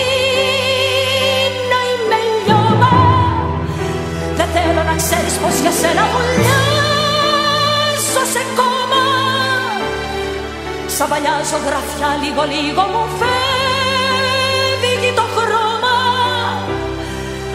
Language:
Greek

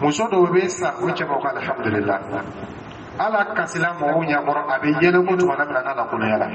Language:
Dyula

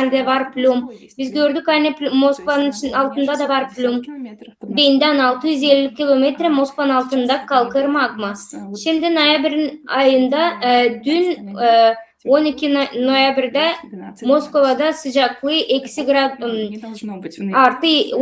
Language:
Gagauz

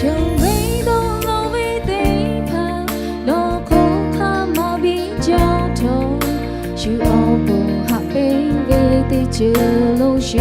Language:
Lahu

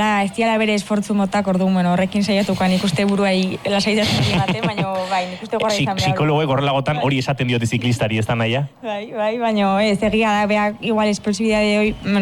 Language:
Basque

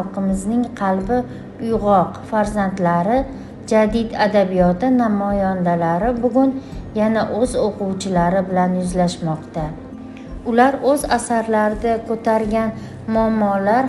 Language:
Uzbek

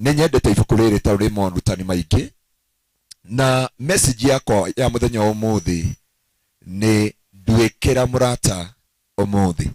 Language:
Kikuyu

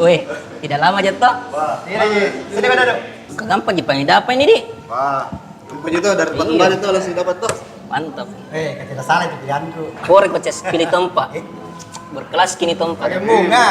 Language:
Makassar Malay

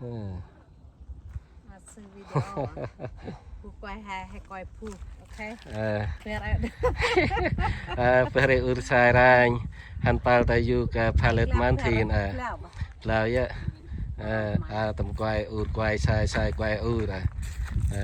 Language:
Central Mnong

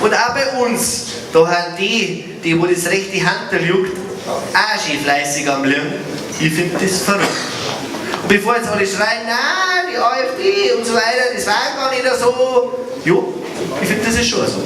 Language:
Bavarian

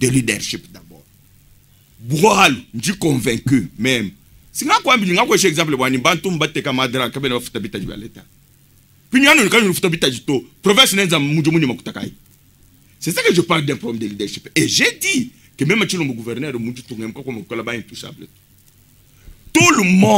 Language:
Luba-Lulua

